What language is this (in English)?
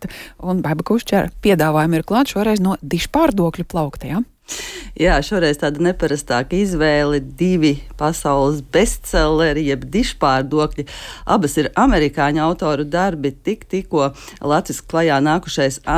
Latvian